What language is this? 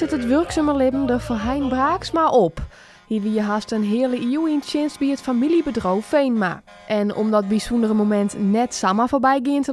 Western Frisian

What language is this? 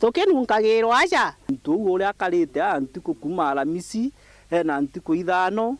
Meru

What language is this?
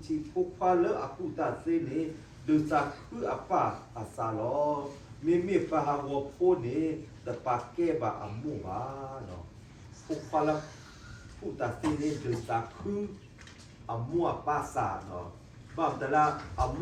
S'gaw Karen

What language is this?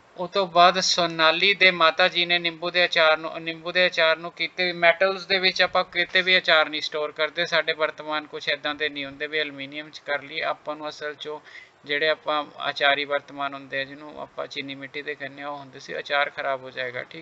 Punjabi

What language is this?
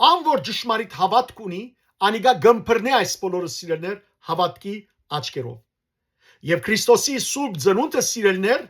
Western Armenian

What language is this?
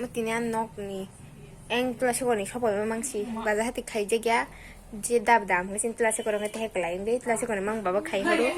Kok Borok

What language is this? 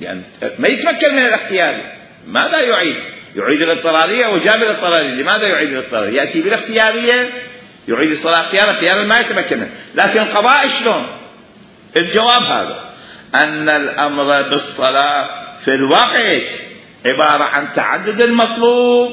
Mesopotamian Arabic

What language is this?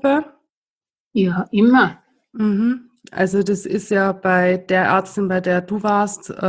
German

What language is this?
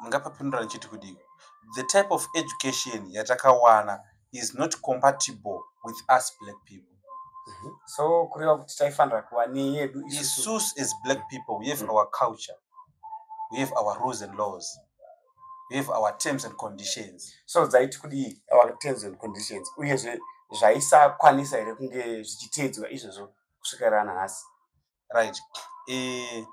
Shona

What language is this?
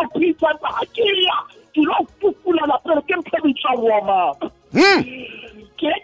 Southern Sotho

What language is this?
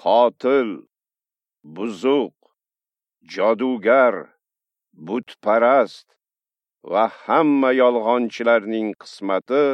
Uzbek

